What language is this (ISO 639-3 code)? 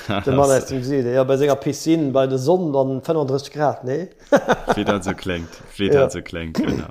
ltz